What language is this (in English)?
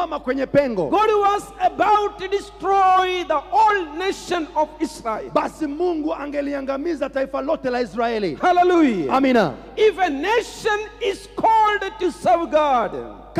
Swahili